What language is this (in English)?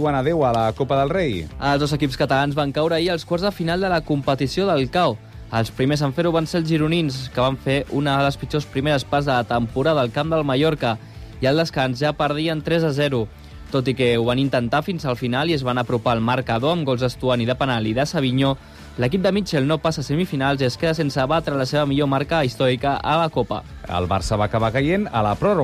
Catalan